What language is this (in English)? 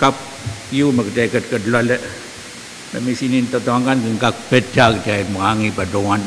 Pohnpeian